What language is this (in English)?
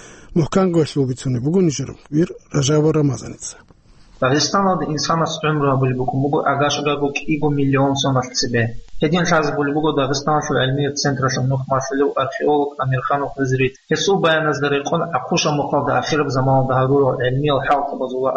Avaric